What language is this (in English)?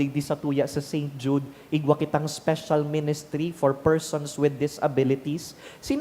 Bikol